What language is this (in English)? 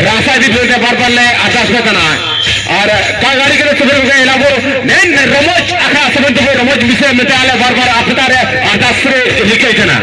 Santali